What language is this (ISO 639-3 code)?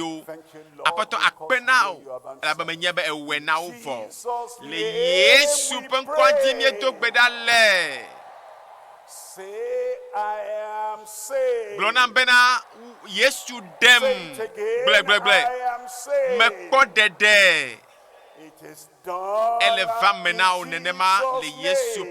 ewe